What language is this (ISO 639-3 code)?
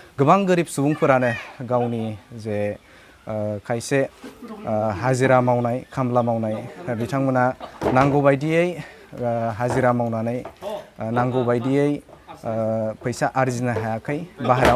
brx